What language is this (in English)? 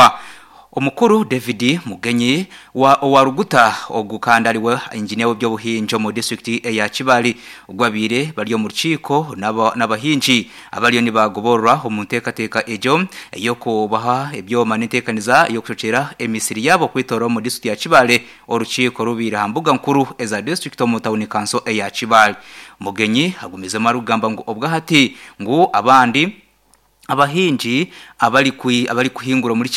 Nyankole